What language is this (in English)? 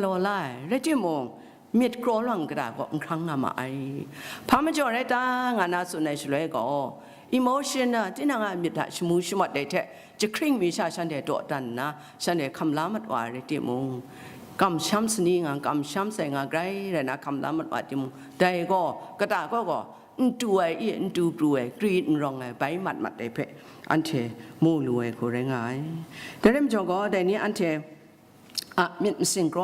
Kachin